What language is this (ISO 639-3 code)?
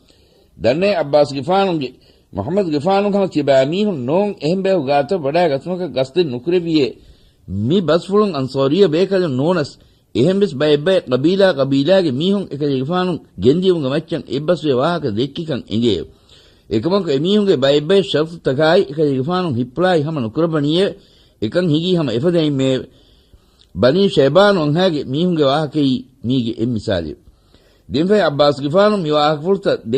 div